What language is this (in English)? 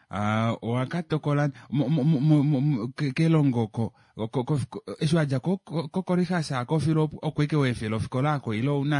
Kuanyama